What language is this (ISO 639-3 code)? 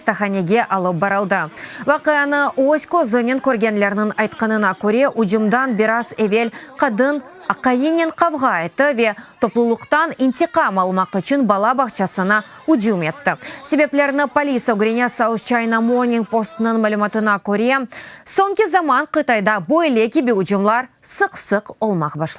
crh